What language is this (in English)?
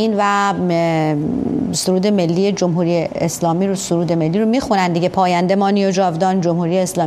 Persian